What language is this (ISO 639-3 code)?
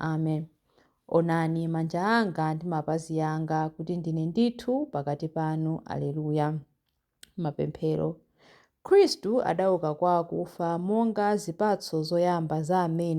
nya